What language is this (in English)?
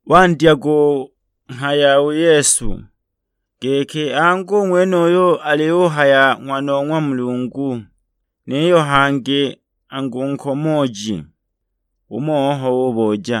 Sukuma